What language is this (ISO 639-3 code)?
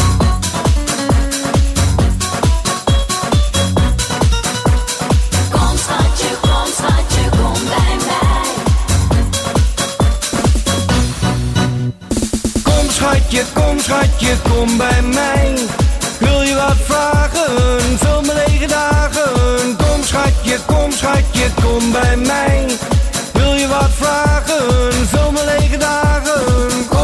nld